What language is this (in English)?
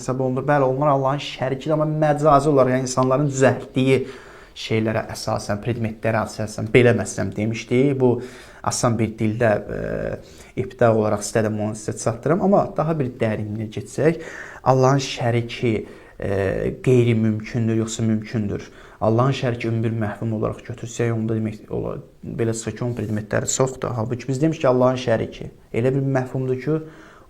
Azerbaijani